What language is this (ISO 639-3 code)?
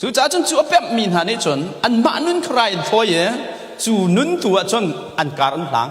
cnh